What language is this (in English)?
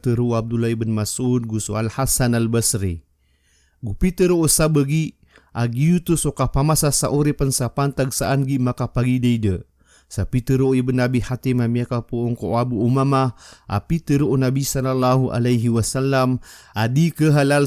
Maranao